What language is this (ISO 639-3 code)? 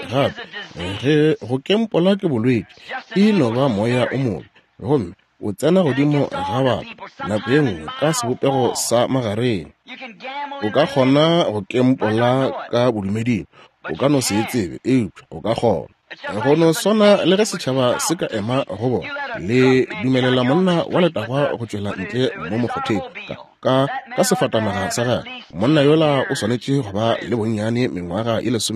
nso